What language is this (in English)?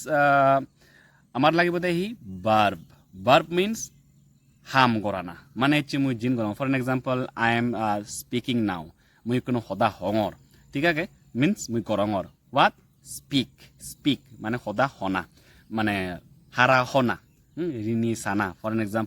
Chakma